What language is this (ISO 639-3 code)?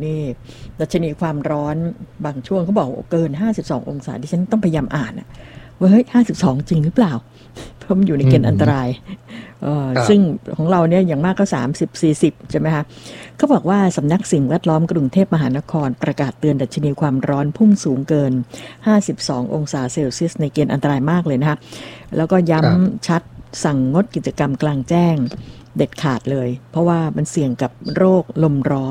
tha